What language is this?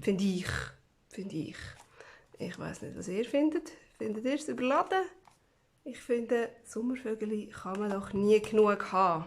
Swiss German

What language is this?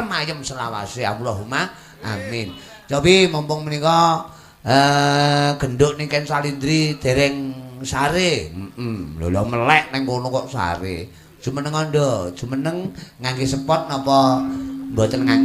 Javanese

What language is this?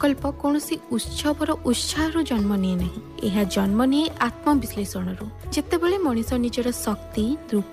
Odia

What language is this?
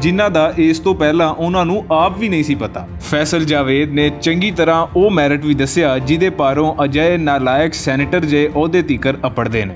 Western Panjabi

